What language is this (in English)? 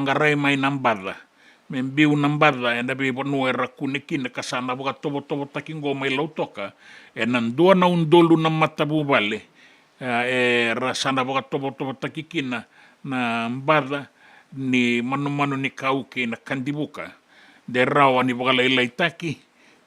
Fijian